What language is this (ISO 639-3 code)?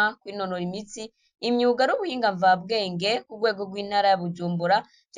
run